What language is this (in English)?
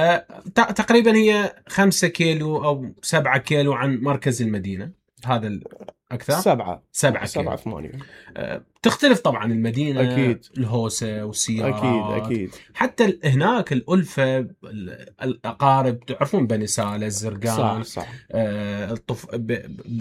Mesopotamian Arabic